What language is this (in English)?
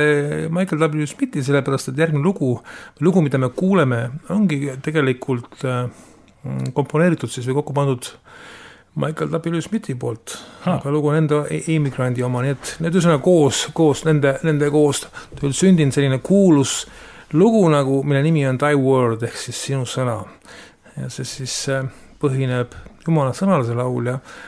Estonian